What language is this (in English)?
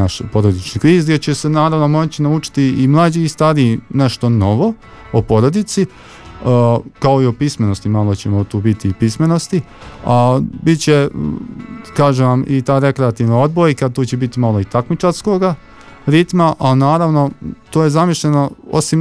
Bosnian